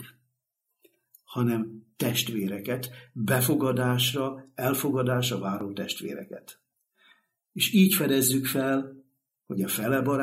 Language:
Hungarian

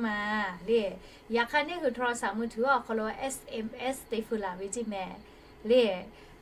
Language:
Lahu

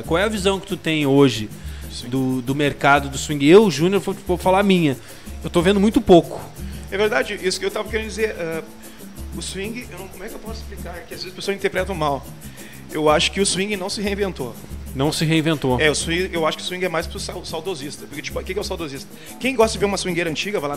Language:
Portuguese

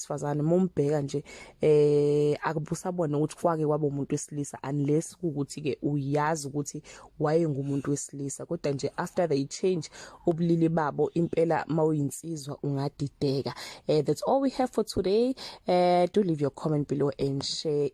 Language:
Zulu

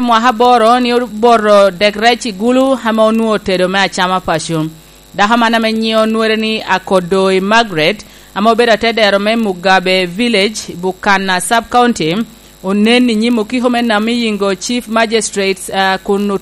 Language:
Lango (Uganda)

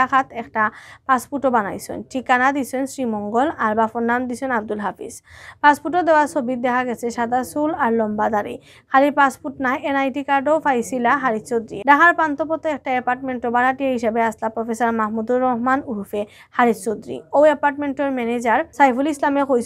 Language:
Sylheti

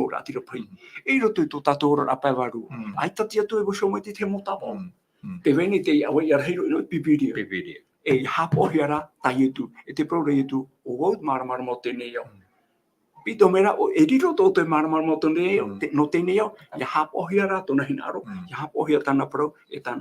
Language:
Tahitian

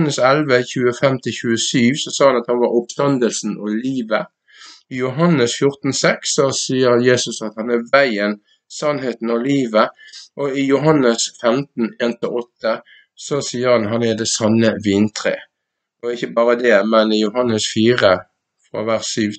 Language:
Norwegian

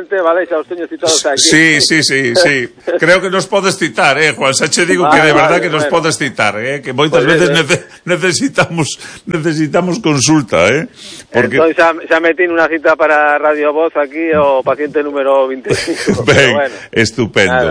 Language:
Galician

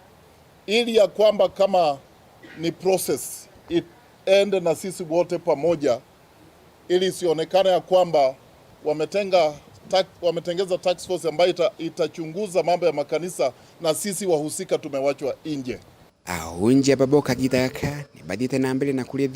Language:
Meru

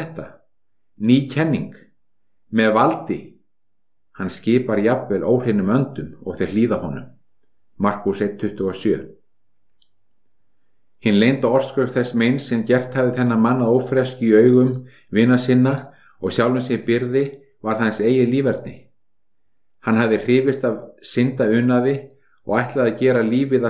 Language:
Icelandic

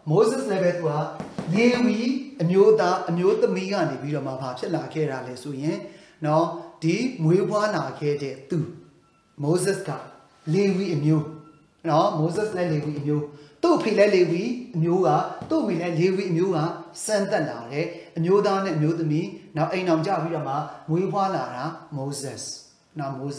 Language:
Burmese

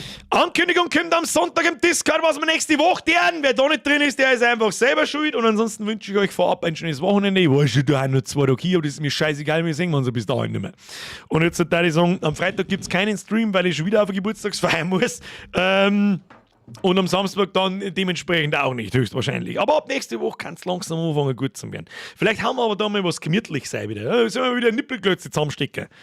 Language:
Bavarian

